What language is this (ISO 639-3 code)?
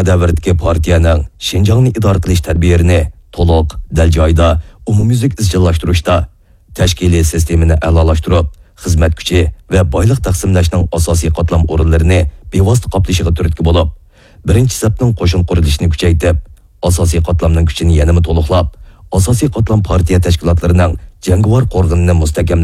uig